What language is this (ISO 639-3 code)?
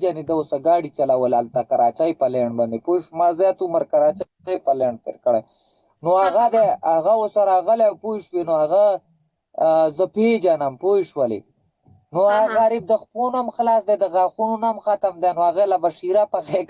pus